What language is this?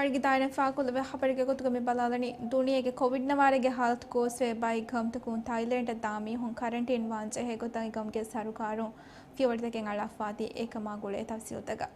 Divehi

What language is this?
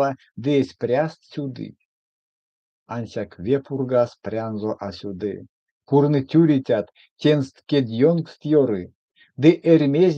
Erzya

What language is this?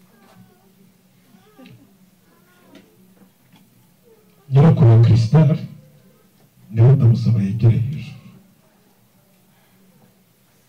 Kinyarwanda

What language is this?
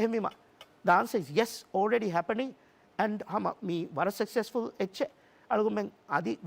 Divehi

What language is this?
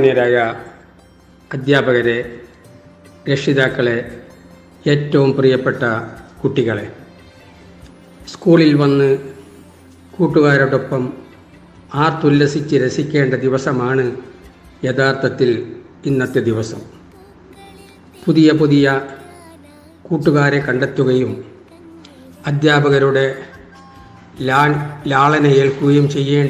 Malayalam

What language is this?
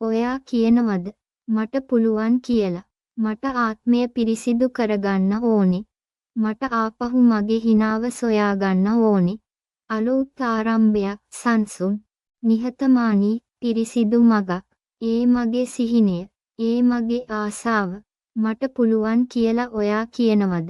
Sinhala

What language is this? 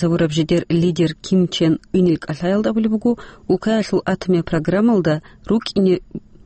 Avaric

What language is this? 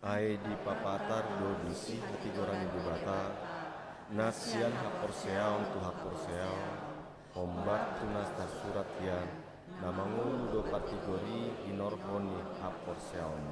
Batak Toba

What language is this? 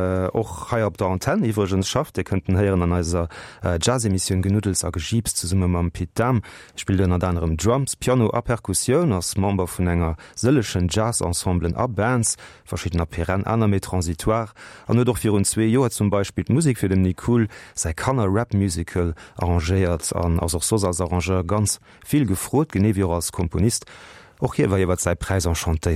Luxembourgish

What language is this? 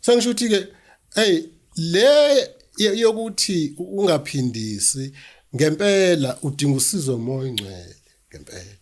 Zulu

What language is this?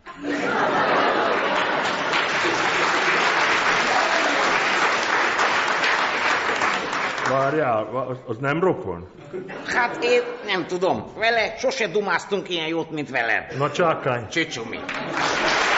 Hungarian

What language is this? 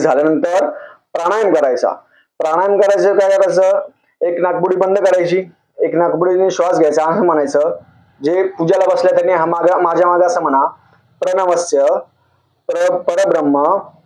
Marathi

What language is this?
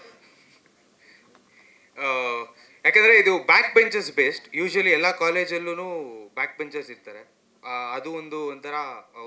Kannada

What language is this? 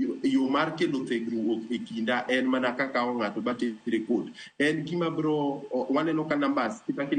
Luo (Kenya and Tanzania)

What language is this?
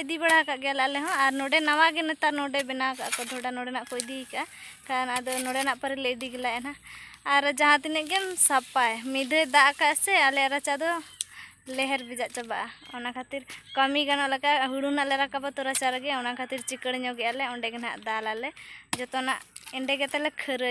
Santali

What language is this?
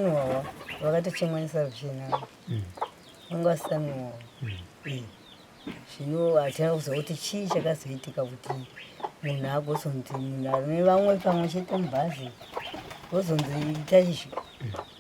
Shona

